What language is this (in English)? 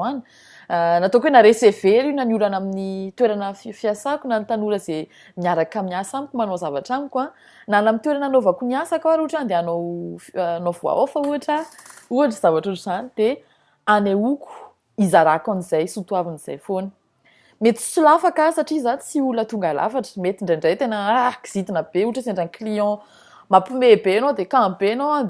Malagasy